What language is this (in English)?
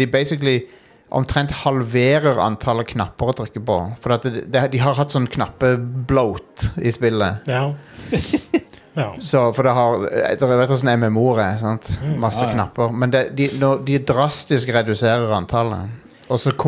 Norwegian